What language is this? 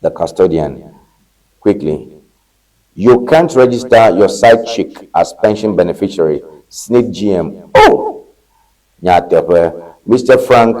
Ewe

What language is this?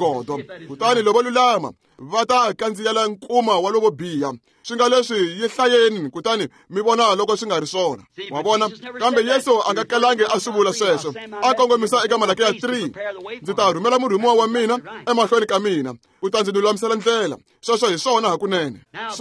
Tsonga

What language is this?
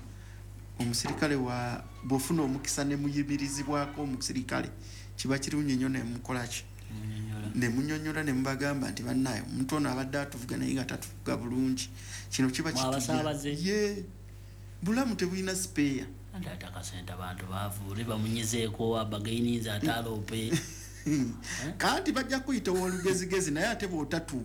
Ganda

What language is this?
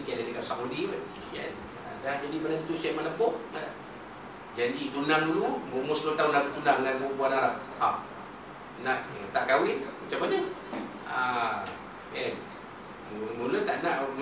Malay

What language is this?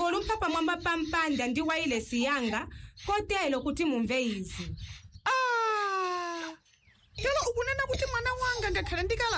Nyanja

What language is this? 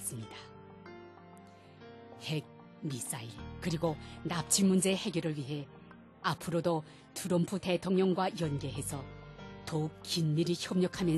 Korean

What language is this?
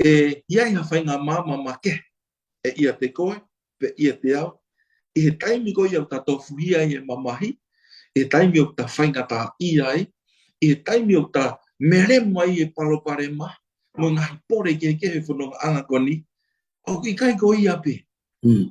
Tongan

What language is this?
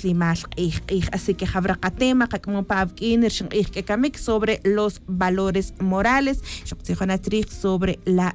Tz'utujil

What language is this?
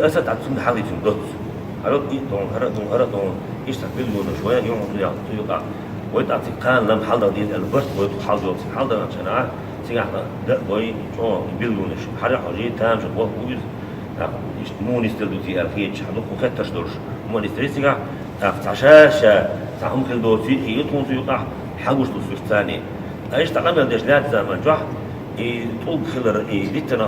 Chechen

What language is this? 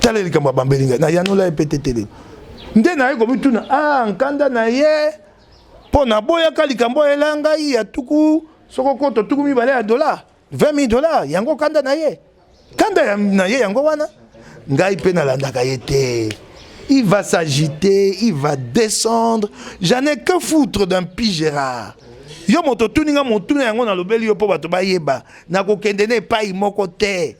Lingala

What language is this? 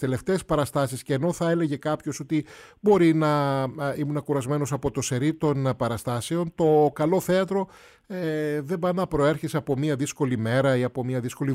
Greek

